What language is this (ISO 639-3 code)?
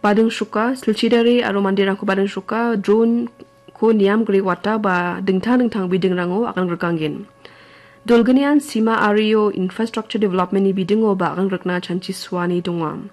grt